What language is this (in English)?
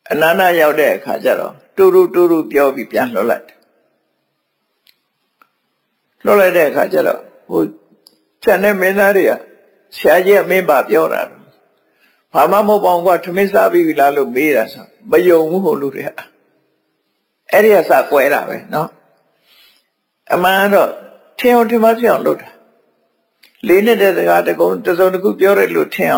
Burmese